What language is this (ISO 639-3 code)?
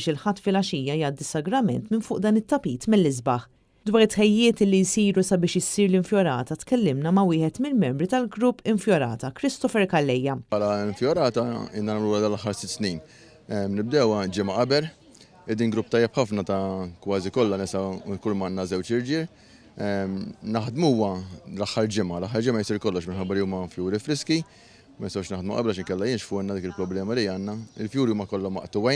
mlt